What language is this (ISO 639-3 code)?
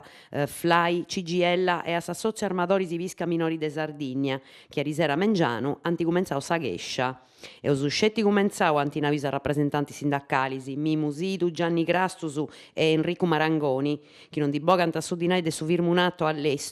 srd